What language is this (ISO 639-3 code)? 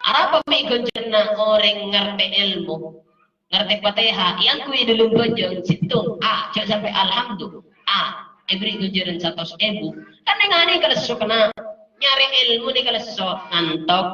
mad